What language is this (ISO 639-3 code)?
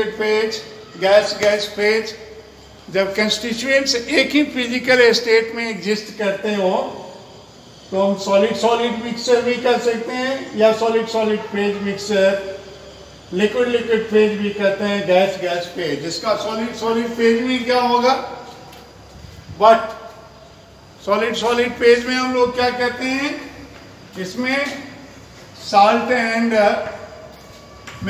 hin